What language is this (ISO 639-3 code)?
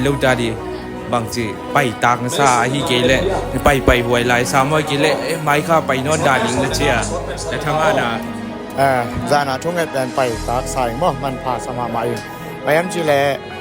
ctd